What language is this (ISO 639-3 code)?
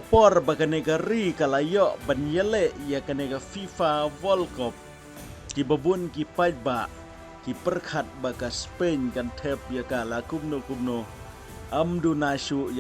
kha